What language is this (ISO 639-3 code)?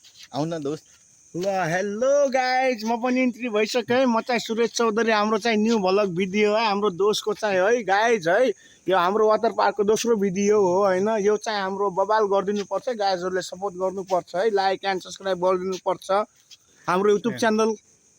nep